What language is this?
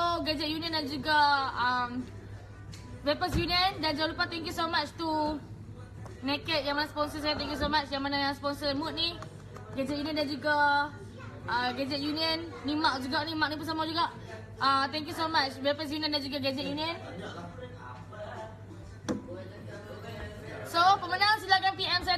Malay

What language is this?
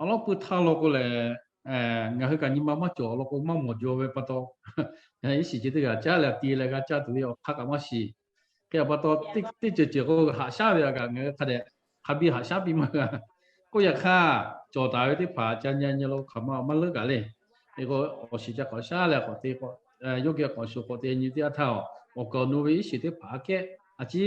Lahu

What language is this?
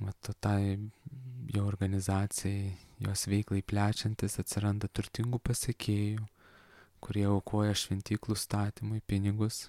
Lithuanian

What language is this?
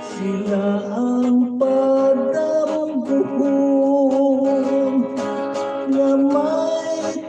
Hiligaynon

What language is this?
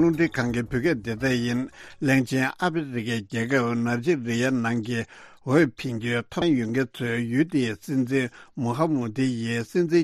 Tibetan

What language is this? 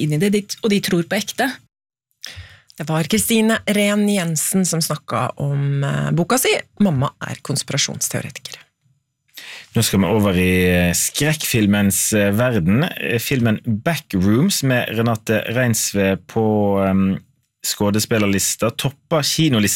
Norwegian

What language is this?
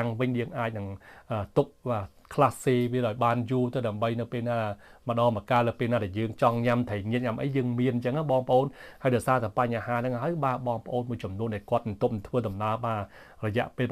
Khmer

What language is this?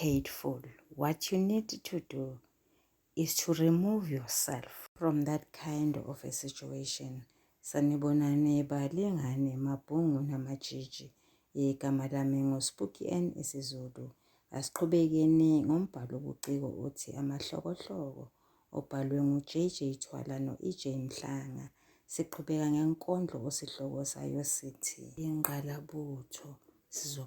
Zulu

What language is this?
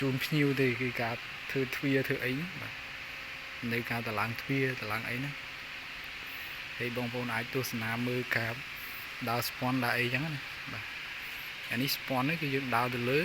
Khmer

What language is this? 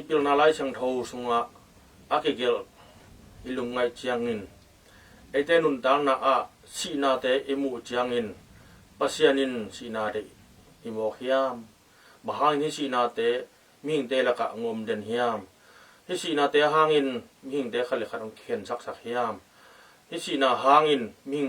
Tedim Chin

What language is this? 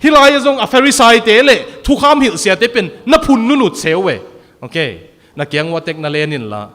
Tedim Chin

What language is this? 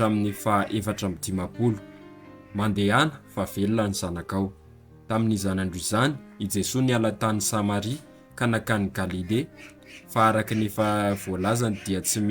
Malagasy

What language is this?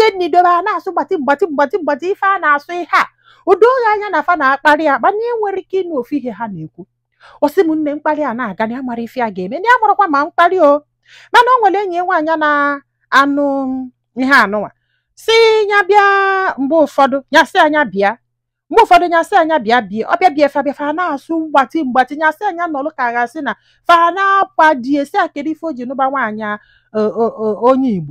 Igbo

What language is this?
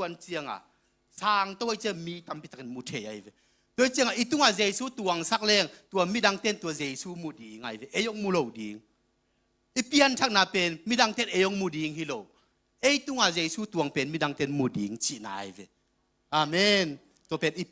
Tedim Chin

